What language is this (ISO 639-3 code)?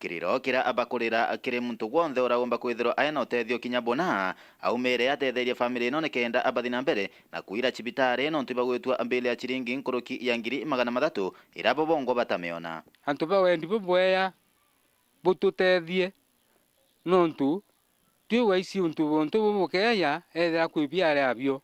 mer